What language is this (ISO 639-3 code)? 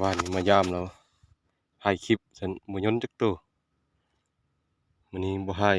lao